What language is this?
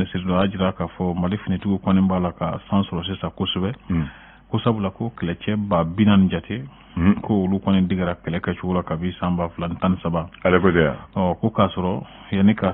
Bambara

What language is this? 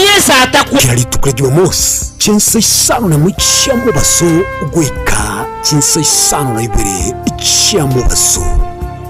Gusii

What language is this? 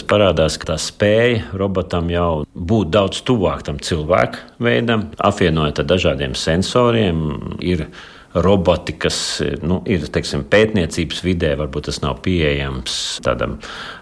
Latvian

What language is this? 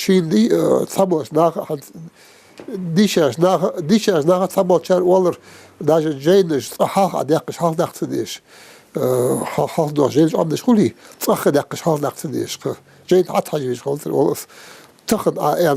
Ingush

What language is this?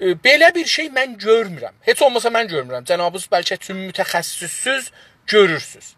South Azerbaijani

